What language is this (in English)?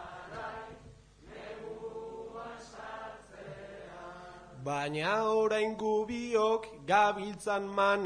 Basque